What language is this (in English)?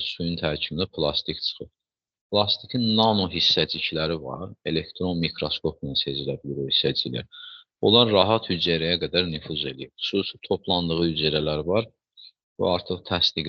Azerbaijani